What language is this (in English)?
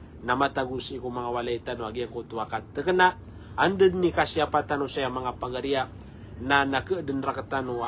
Maranao